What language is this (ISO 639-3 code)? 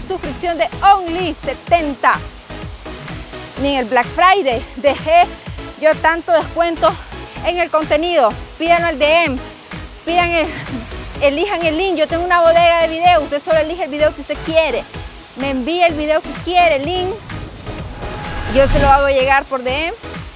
spa